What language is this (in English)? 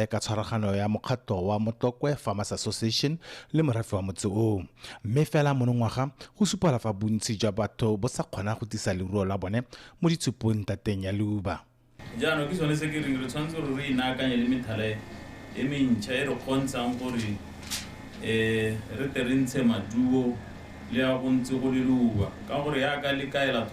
Tswana